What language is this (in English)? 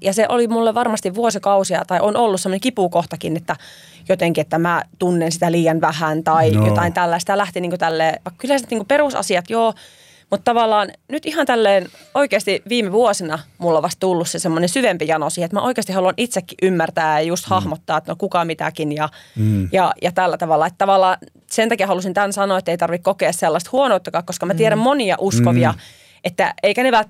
Finnish